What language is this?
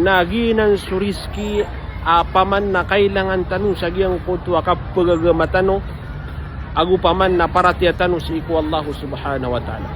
Maranao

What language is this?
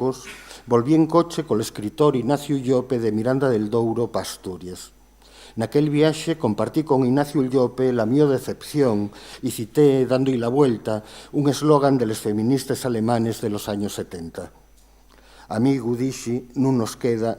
Asturian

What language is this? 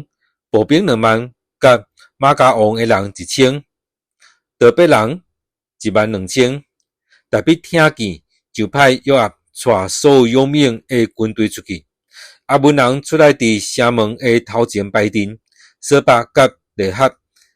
Min Nan Chinese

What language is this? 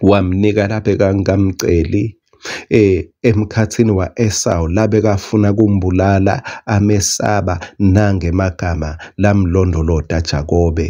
Swati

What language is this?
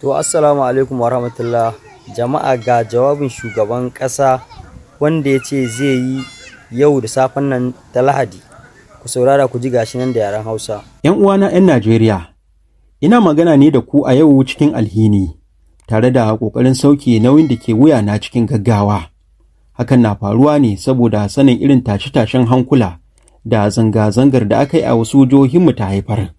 Hausa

